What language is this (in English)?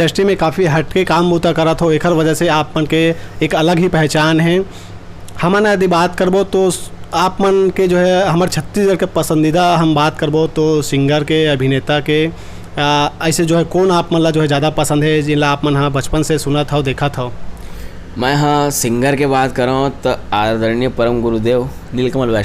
Chhattisgarhi